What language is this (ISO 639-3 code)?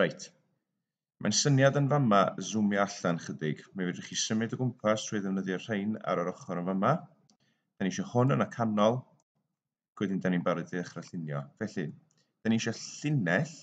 cym